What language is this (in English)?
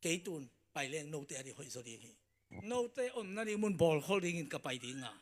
Tedim Chin